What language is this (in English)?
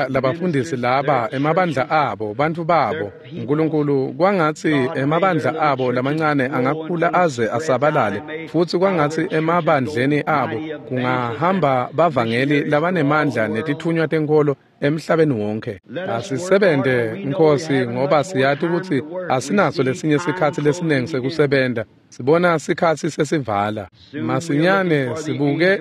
Swati